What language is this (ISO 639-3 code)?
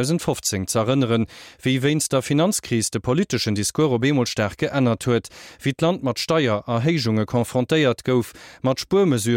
ltz